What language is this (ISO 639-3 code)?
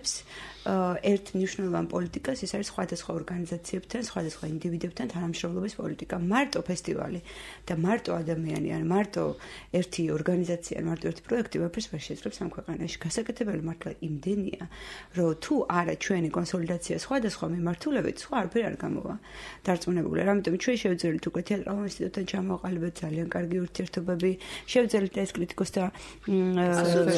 kat